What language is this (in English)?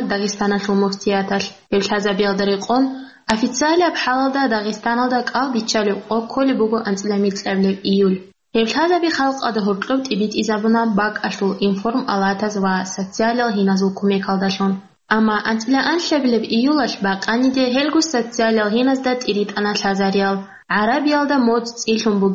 Avaric